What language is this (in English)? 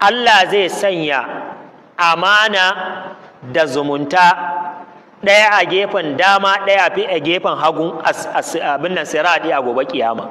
Hausa